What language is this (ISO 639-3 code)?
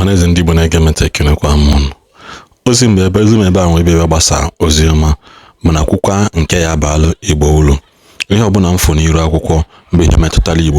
ibo